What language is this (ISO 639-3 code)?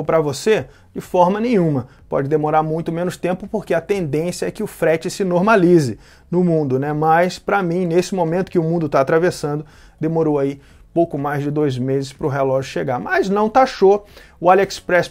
por